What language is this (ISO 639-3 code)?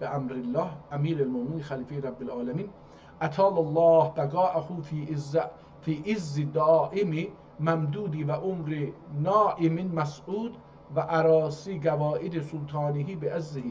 azb